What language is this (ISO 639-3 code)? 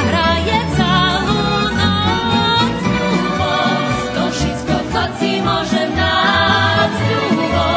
rue